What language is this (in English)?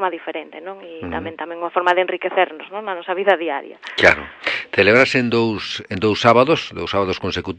Galician